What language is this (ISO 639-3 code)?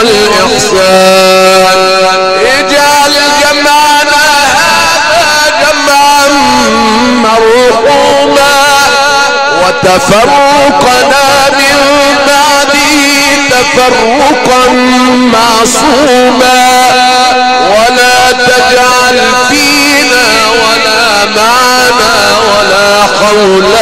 ara